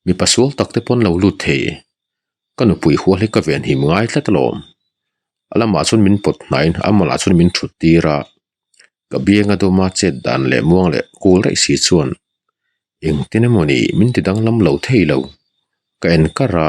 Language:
Mizo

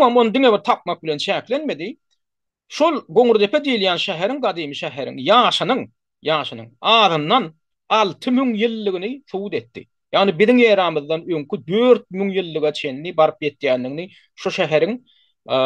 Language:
Turkmen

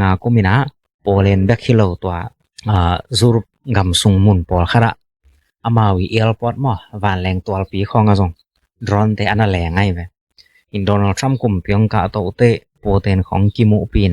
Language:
Tedim Chin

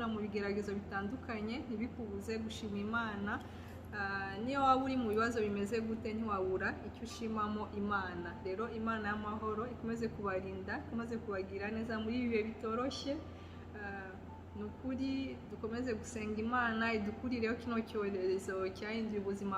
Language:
Kinyarwanda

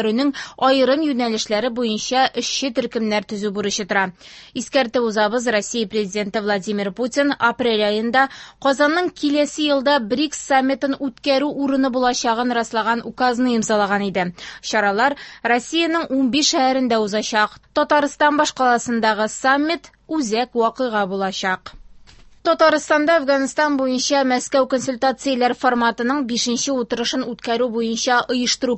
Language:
Tatar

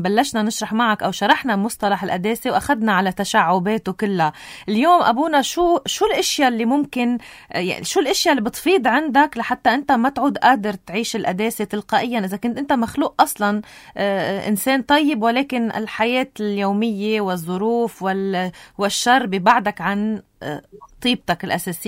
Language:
North Levantine Arabic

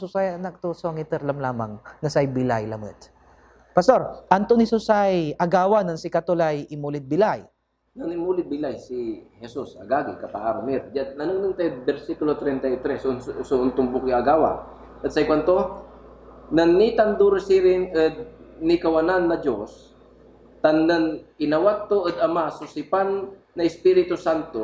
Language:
Pangasinan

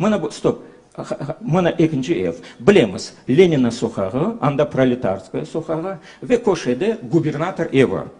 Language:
Crimean Tatar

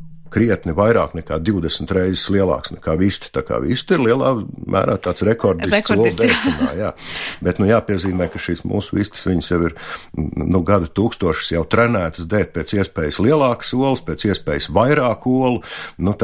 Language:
Latvian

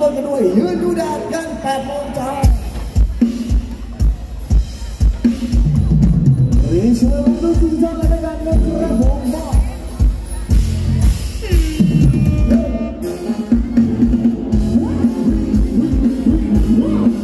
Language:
Thai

